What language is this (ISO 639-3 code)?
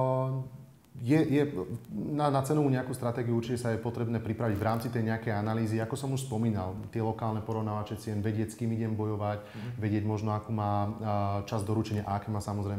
slk